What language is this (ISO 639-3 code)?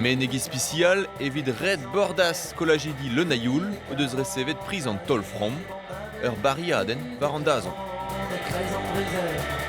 bre